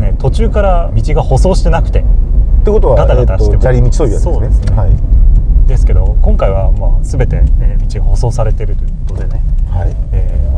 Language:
Japanese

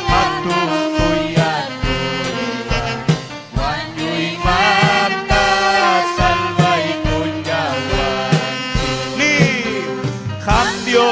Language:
Ayacucho Quechua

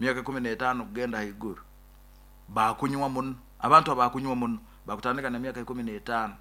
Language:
Nyoro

